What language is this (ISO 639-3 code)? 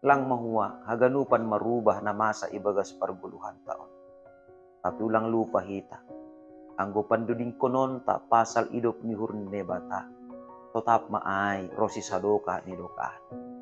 bts